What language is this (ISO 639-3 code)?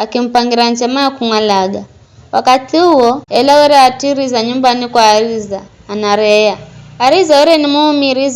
nyf